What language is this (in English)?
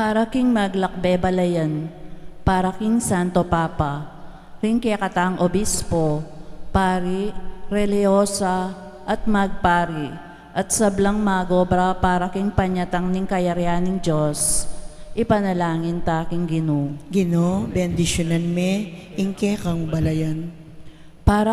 Pampanga